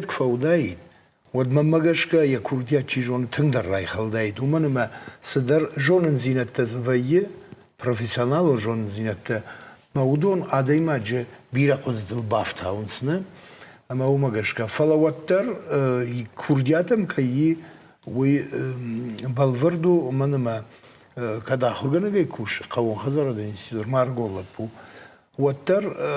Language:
Ossetic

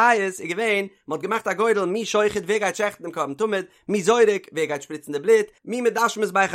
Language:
Yiddish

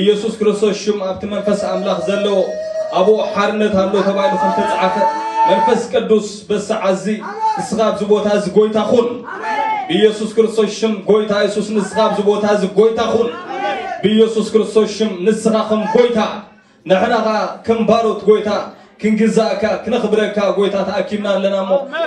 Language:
Tigrinya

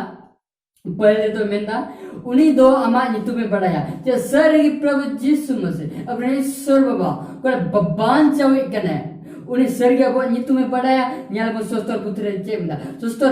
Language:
Santali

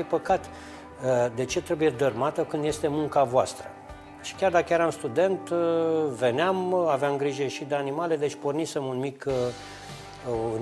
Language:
Romanian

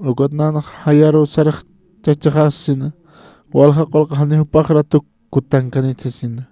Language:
Aymara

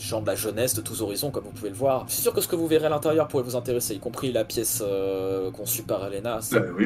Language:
French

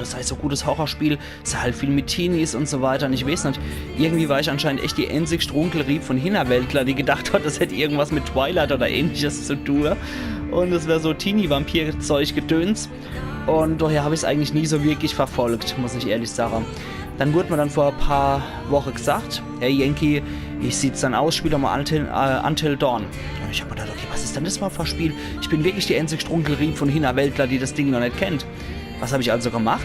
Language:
Palatine German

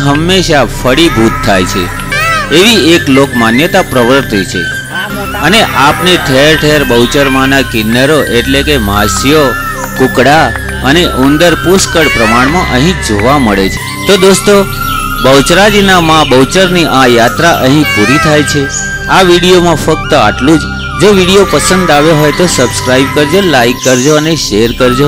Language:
Gujarati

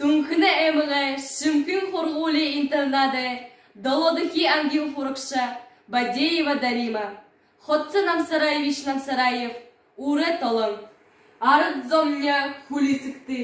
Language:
Buriat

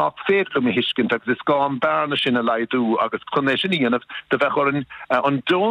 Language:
Irish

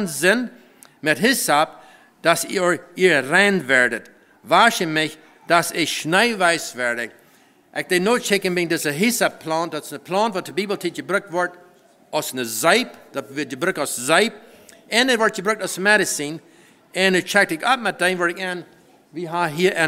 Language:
Plautdietsch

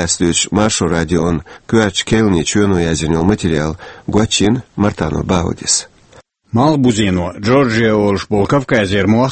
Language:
Chechen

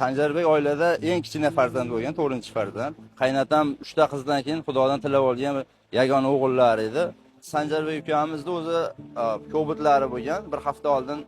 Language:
Uzbek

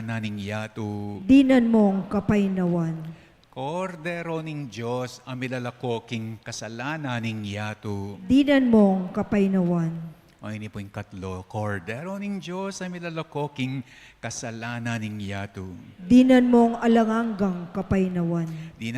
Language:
Pampanga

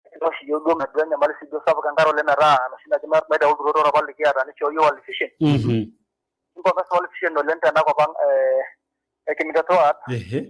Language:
Masai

